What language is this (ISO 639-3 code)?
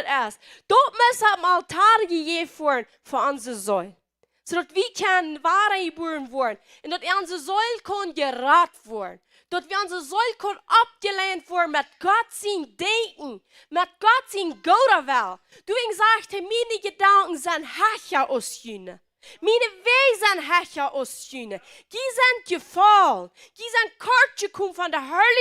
pdt